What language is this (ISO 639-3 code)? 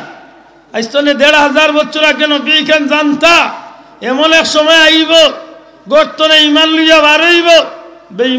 syl